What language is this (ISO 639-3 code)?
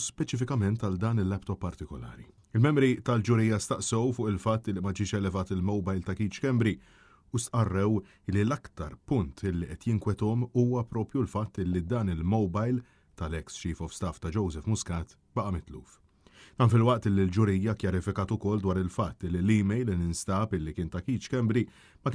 mlt